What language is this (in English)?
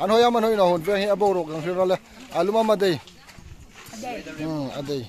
Hmar